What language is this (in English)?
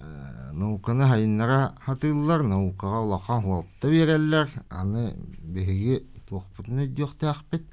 Yakut